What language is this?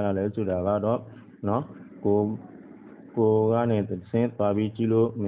Burmese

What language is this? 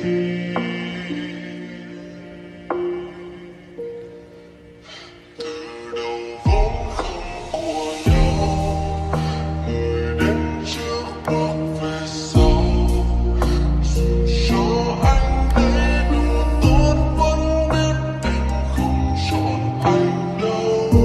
Vietnamese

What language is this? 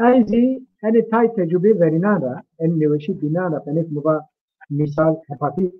Zaza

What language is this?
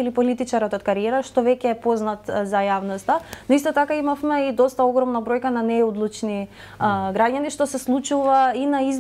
Macedonian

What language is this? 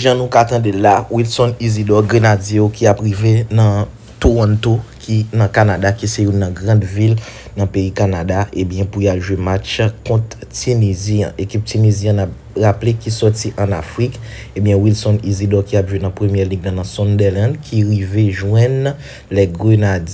Haitian Creole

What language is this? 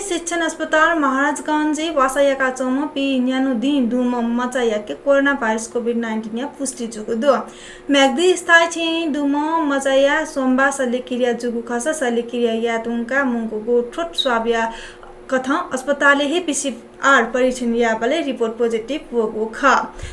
Newari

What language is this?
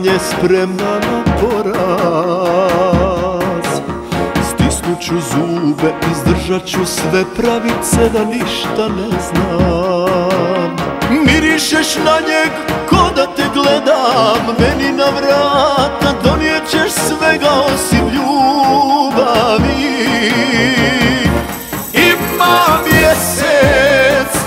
Croatian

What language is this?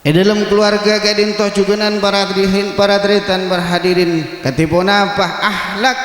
Madurese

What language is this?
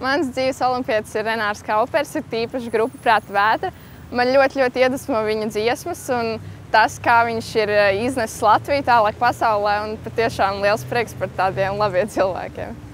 Latvian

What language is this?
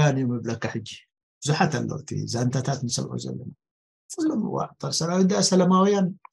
Tigrinya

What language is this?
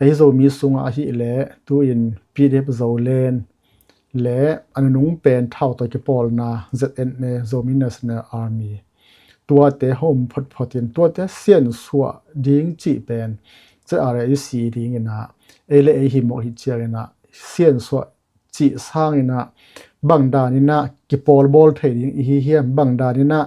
Tedim Chin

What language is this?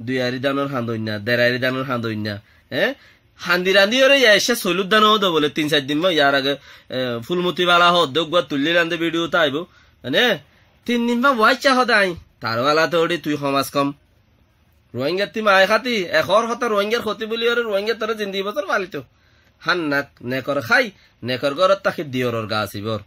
Rohingya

